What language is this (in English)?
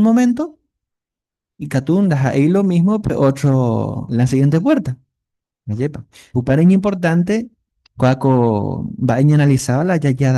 Guarani